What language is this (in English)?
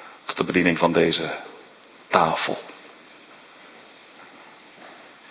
Dutch